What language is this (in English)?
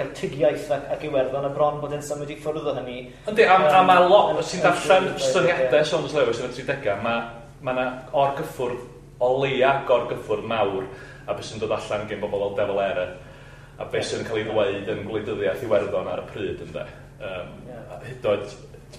Welsh